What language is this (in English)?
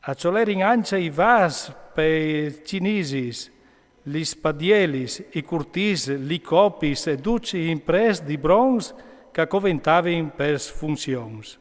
Friulian